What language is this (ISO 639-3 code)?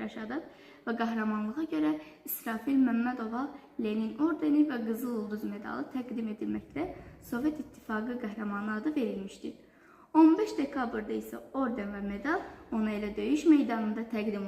aze